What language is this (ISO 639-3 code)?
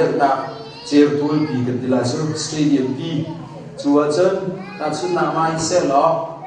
cnh